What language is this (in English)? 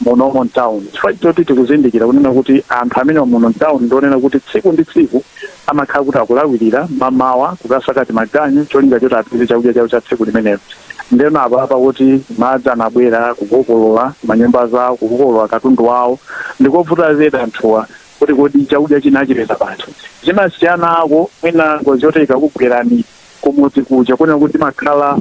Nyanja